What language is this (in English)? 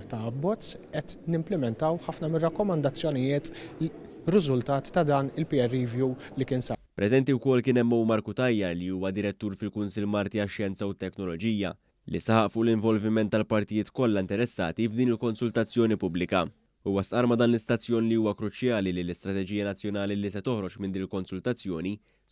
Maltese